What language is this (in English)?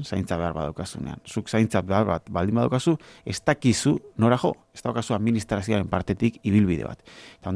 Basque